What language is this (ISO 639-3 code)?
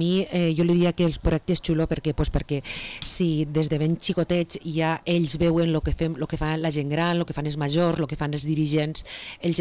cat